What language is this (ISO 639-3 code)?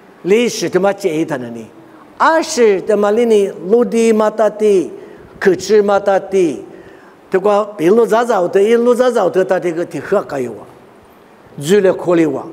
lis